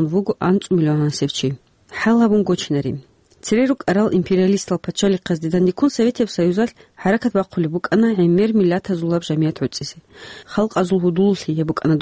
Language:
Avaric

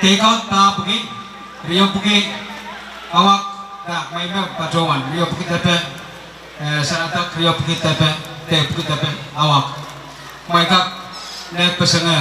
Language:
Pohnpeian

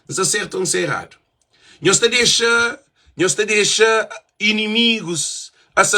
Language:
Kabuverdianu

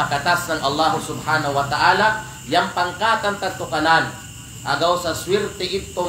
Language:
Kalagan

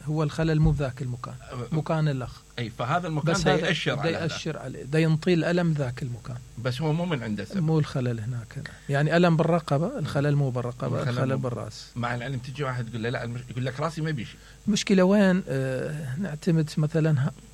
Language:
Mesopotamian Arabic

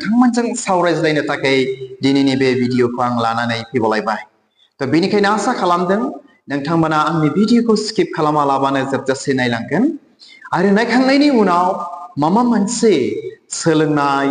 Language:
Bodo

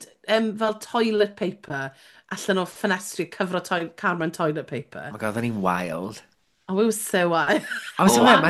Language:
Welsh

